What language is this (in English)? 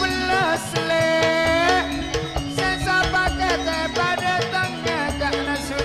Madurese